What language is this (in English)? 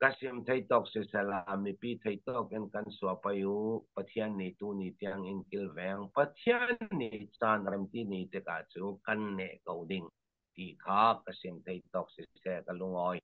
Falam Chin